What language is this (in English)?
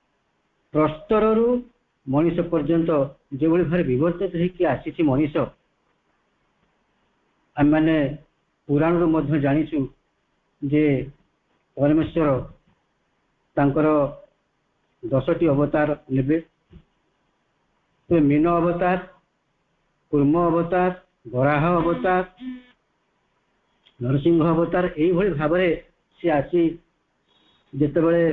Odia